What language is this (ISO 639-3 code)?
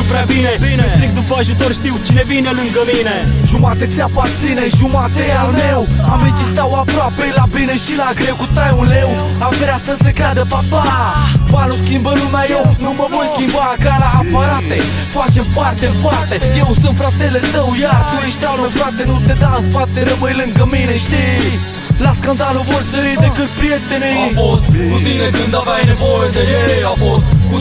ron